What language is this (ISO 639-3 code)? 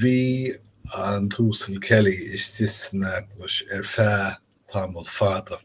gle